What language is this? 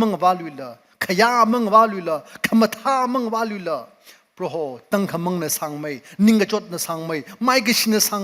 Tangkhul Naga (India)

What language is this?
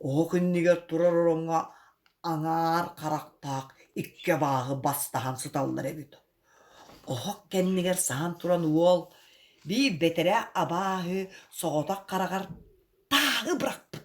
Yakut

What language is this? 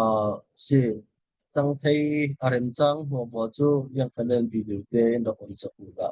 Falam Chin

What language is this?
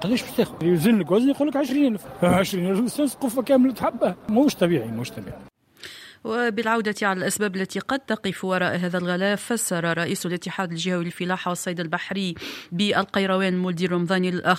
Tunisian Arabic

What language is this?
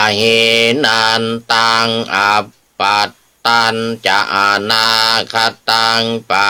Pali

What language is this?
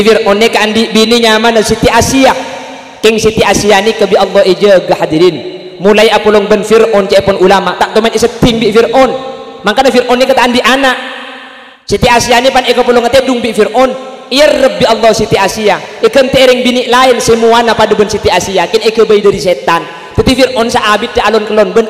Madurese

